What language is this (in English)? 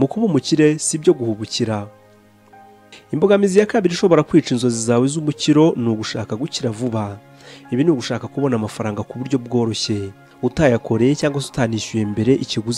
Kinyarwanda